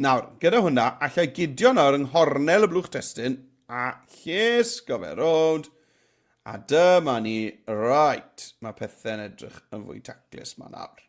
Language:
Welsh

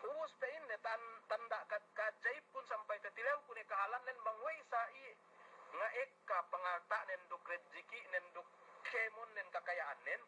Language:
Yakan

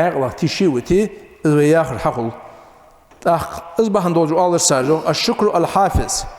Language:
Ingush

